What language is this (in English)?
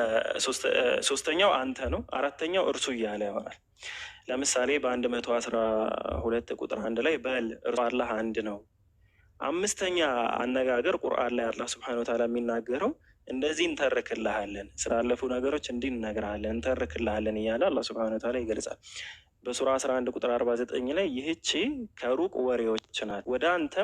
Amharic